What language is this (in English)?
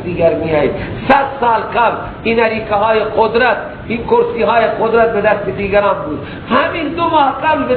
Persian